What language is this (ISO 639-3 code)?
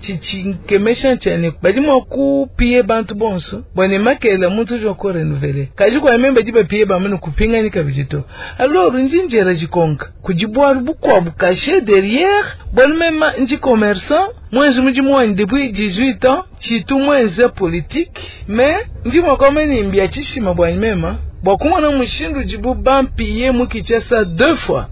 lua